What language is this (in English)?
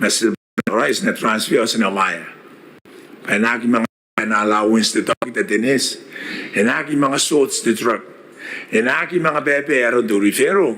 Gilbertese